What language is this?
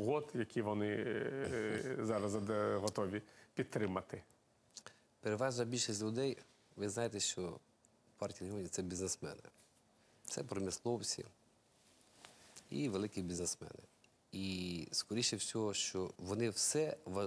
Ukrainian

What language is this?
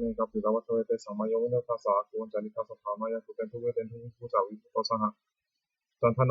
Pali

